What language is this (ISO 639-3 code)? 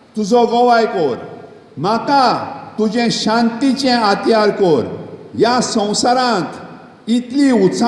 kok